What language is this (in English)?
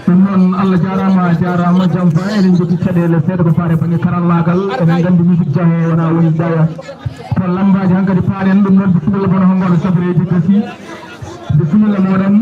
Fula